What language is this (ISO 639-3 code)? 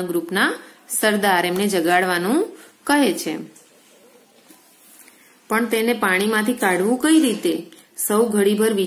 guj